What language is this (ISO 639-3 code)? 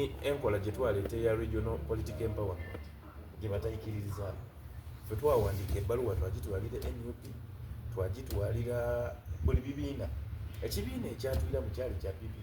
xog